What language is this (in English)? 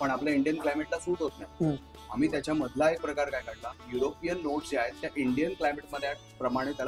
Marathi